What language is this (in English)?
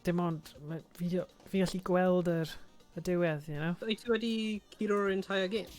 Welsh